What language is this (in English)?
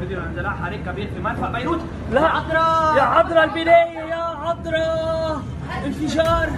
North Levantine Arabic